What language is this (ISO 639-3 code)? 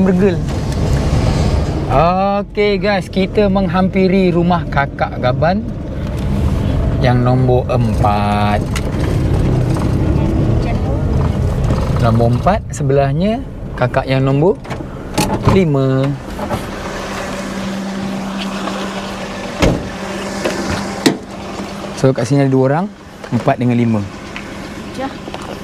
msa